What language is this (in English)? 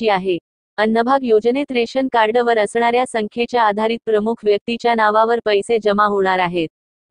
Marathi